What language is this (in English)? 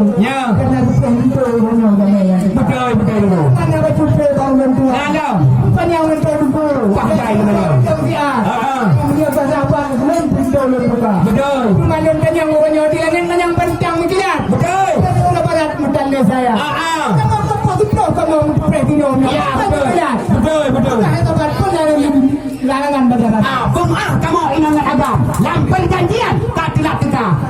Achinese